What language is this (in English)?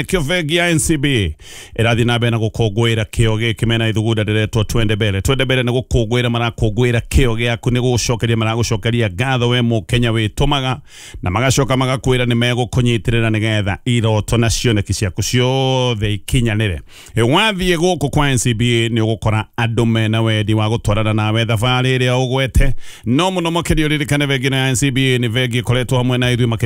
Kikuyu